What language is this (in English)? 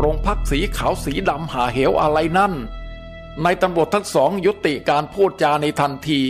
Thai